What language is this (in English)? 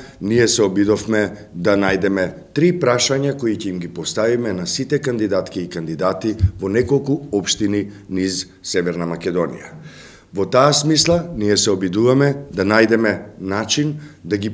Macedonian